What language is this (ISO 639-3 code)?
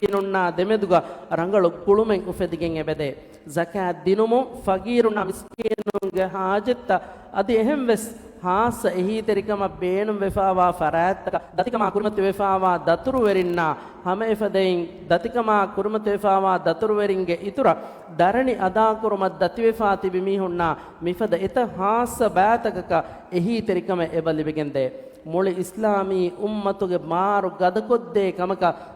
div